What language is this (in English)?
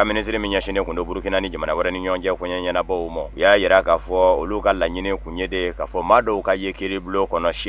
Bambara